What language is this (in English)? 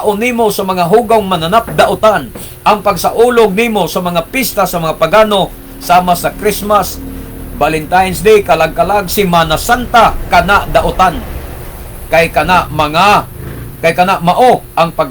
Cebuano